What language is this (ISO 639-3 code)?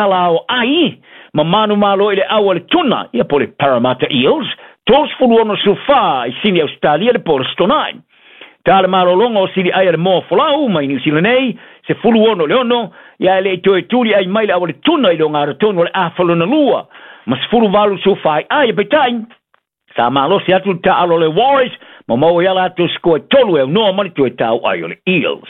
smo